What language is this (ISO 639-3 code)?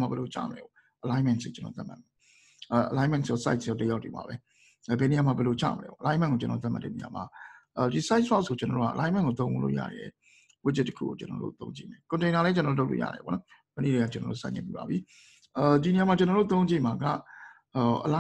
mya